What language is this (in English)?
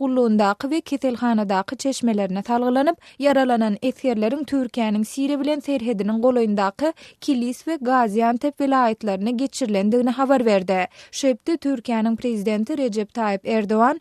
Turkmen